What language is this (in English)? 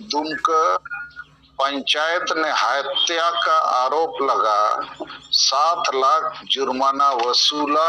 Santali